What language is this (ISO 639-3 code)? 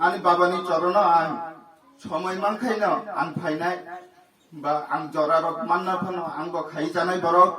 trp